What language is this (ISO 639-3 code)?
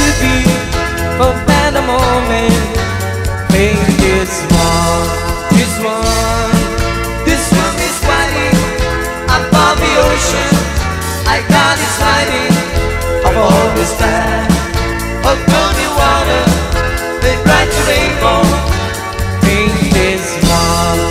por